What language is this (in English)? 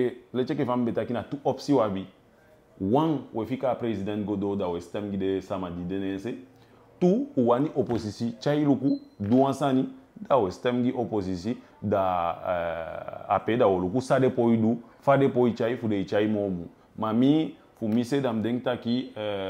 Eastern Maroon Creole